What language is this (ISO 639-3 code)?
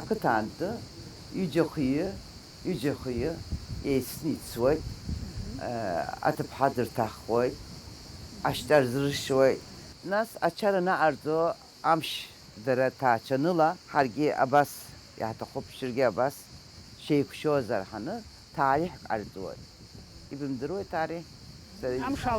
abk